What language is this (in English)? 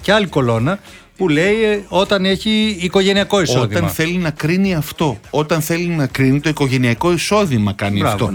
Greek